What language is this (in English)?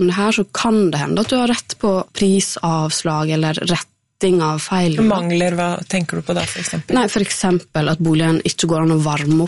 Norwegian